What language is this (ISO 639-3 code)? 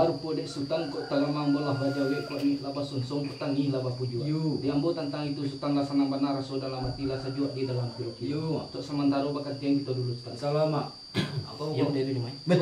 min